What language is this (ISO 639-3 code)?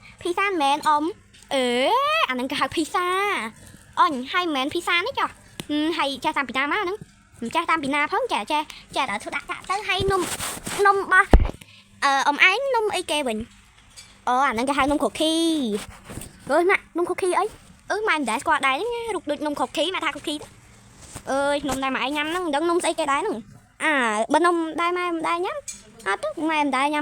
khm